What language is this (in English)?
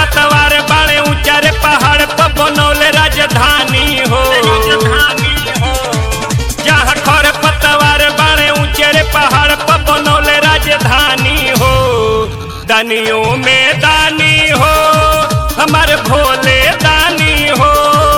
Bhojpuri